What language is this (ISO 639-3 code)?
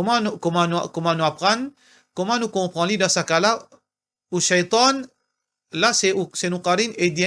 mfe